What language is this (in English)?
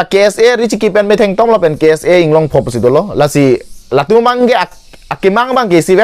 Karbi